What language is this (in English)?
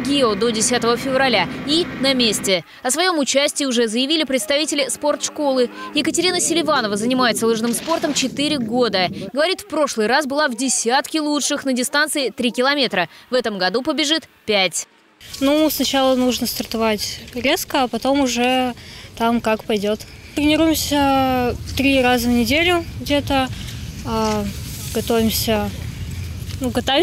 Russian